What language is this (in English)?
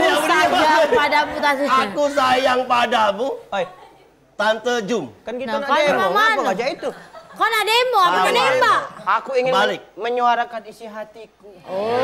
Musi